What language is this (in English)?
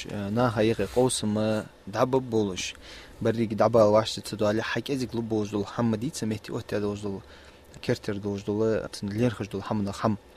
Ingush